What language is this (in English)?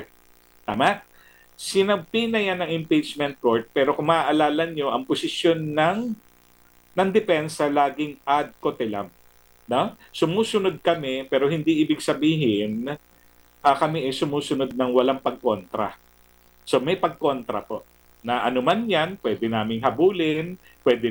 Filipino